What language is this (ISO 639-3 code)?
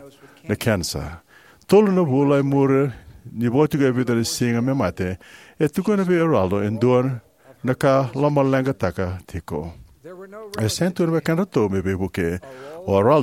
fij